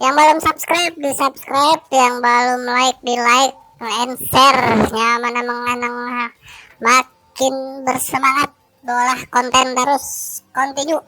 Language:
Banjar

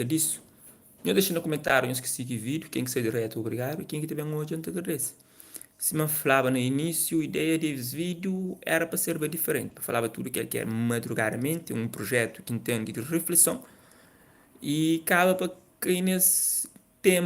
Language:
Kabuverdianu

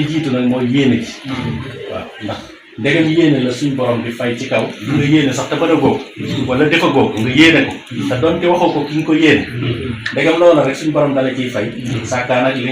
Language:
Wolof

